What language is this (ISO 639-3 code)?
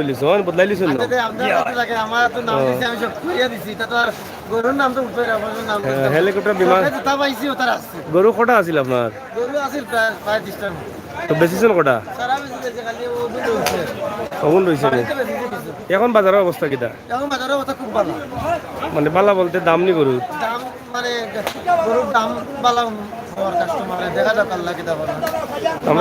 syl